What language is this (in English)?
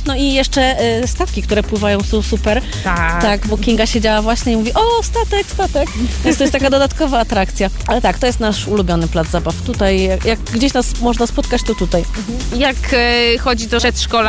Polish